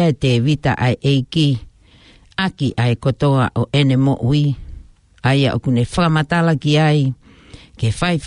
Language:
Tongan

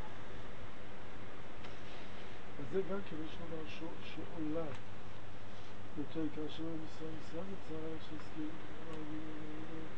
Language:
Hebrew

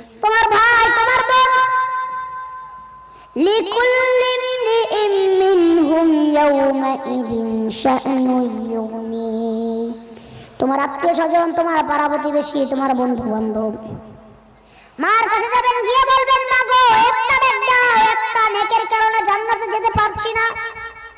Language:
Bangla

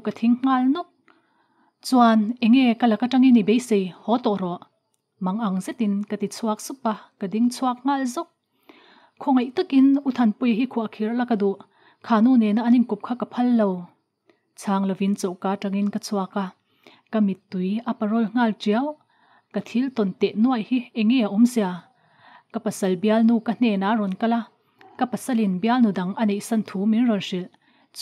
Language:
Mizo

